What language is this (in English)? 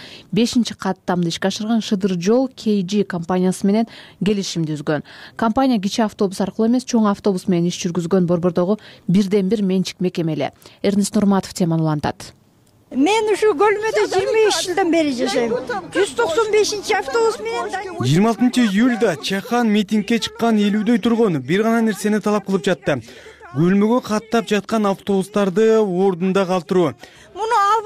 Kyrgyz